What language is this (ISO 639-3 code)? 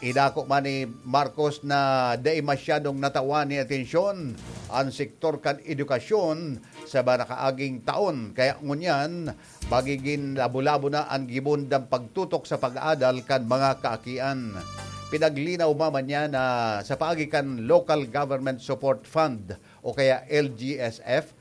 bik